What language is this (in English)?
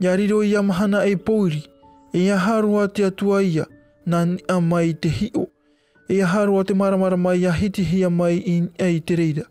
Tahitian